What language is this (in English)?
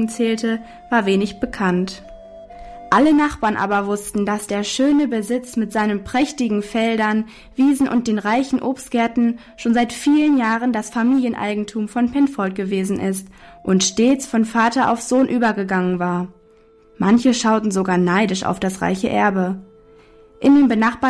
German